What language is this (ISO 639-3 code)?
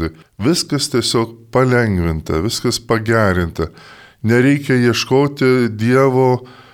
lit